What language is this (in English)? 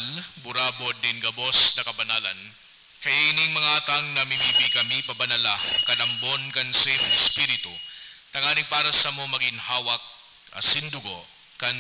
Bikol